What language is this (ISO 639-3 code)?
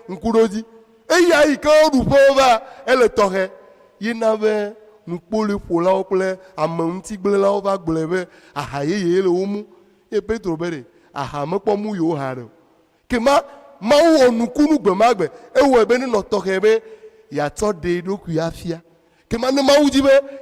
ewe